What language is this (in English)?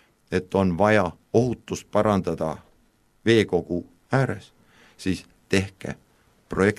Estonian